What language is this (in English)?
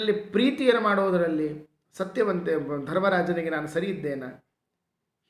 Kannada